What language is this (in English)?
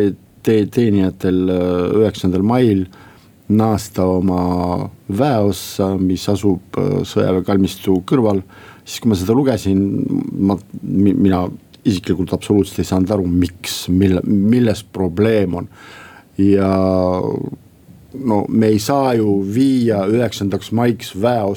Estonian